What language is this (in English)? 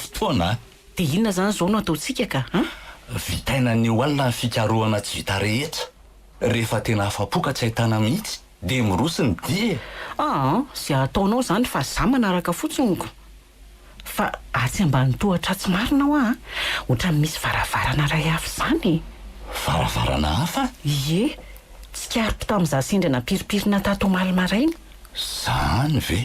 Malagasy